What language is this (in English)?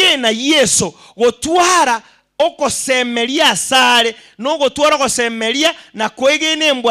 Gusii